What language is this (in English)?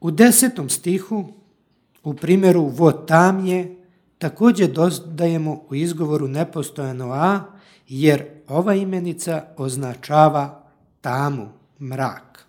Serbian